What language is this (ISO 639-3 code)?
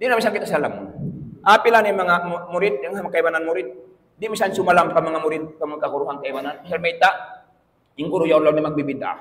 tsg